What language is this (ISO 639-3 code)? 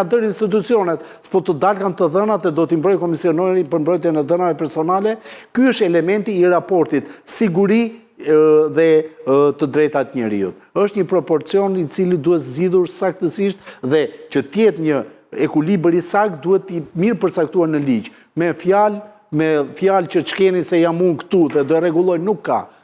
sqi